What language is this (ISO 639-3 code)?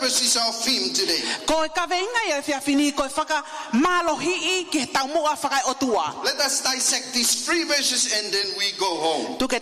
ton